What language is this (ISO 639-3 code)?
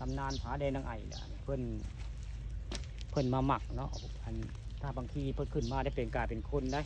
tts